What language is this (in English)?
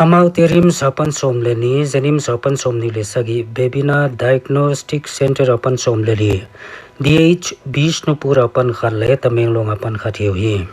Paite Chin